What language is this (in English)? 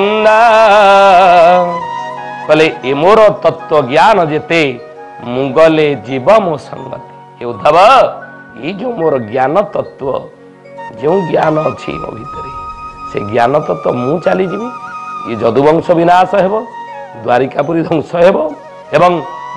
Odia